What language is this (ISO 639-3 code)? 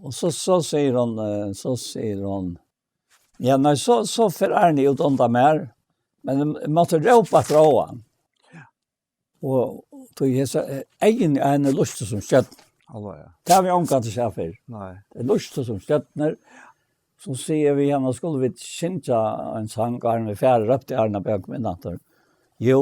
fao